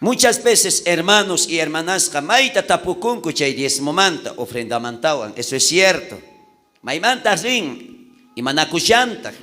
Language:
South Bolivian Quechua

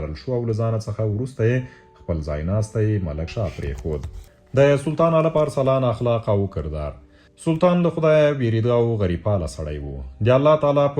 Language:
Pashto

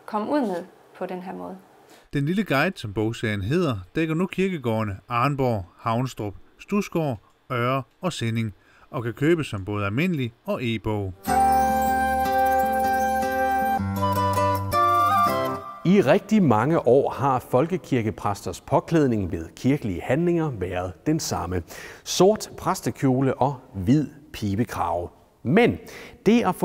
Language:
Danish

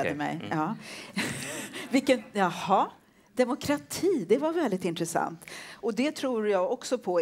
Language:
Swedish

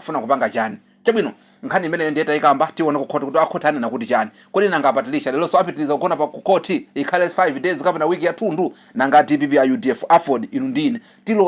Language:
Nyanja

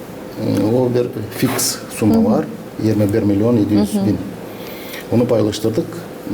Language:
Gagauz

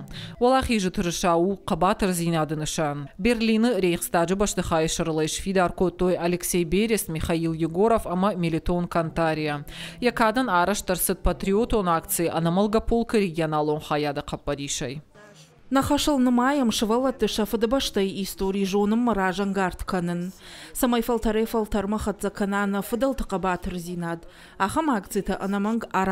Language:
Ossetic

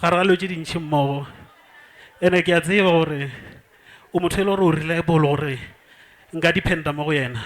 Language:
Northern Sotho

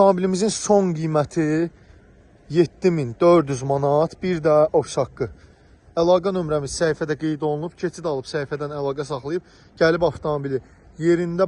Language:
Azerbaijani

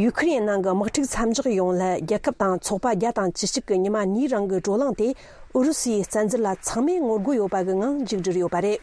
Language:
Tibetan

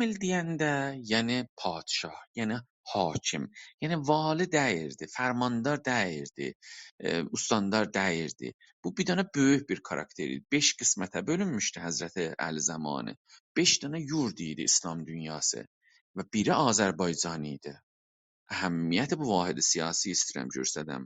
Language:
South Azerbaijani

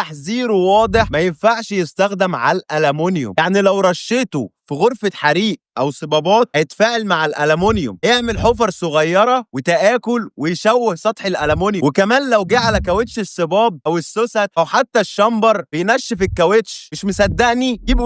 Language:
Egyptian Arabic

